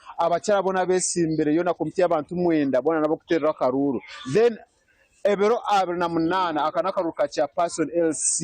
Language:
Nyankole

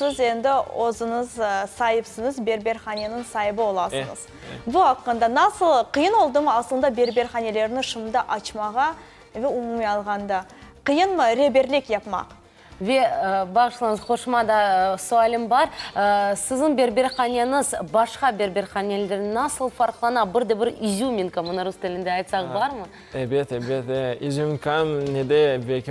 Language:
Crimean Tatar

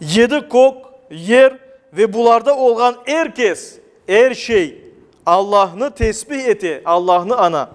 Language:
Crimean Tatar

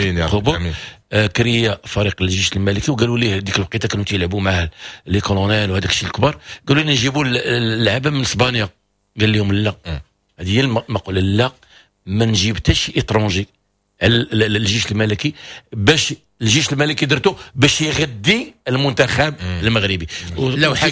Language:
Moroccan Arabic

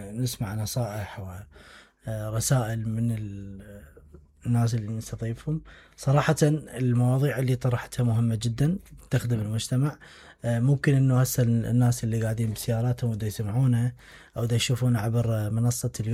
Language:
Mesopotamian Arabic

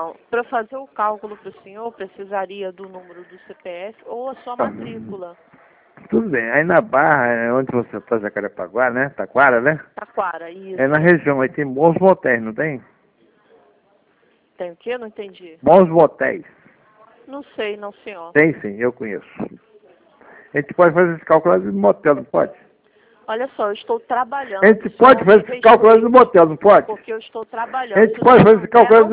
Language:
Portuguese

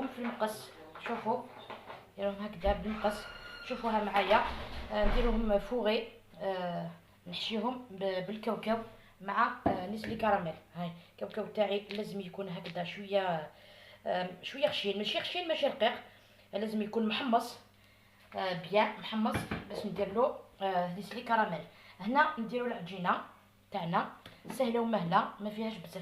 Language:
Algerian Arabic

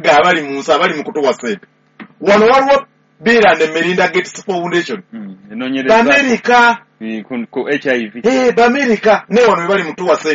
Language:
Ganda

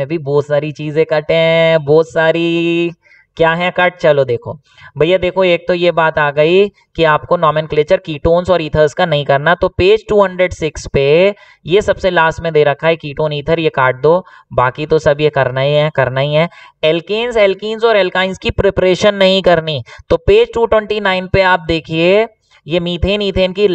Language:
Hindi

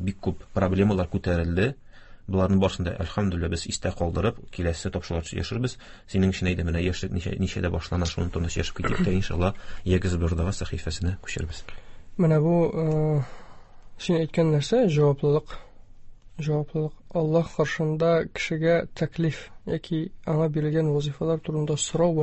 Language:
Tatar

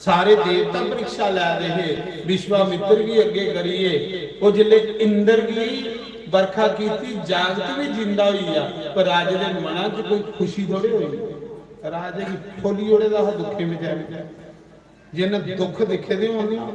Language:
Dogri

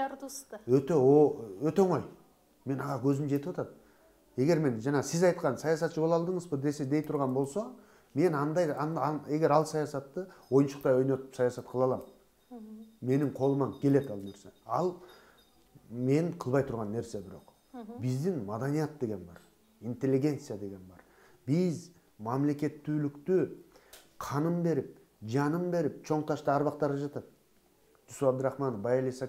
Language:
Kyrgyz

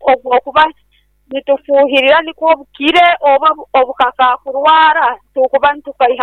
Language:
Nyoro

